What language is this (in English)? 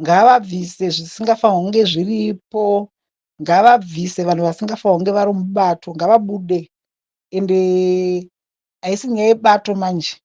Shona